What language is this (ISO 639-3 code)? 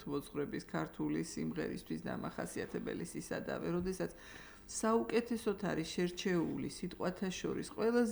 kat